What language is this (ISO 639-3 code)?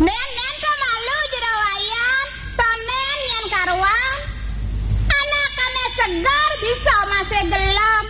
ban